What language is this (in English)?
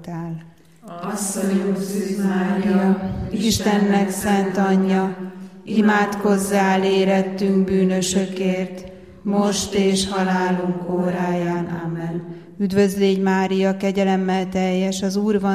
Hungarian